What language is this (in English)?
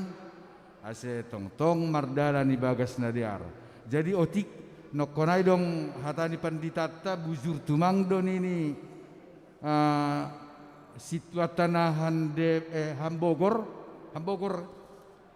Batak Simalungun